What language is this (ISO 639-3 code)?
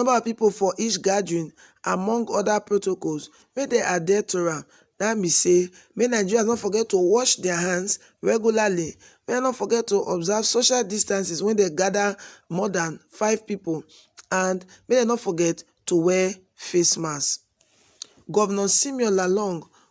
pcm